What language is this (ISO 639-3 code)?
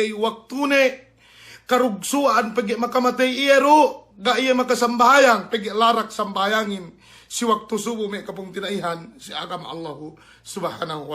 yka